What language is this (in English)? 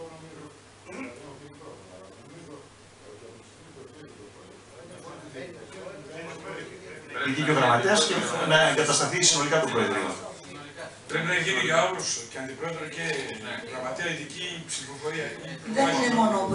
Greek